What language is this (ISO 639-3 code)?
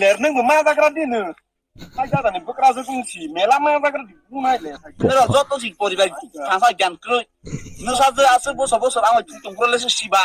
trp